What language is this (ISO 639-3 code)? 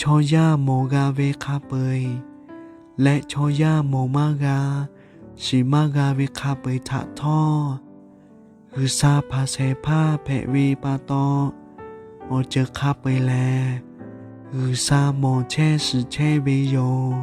lhu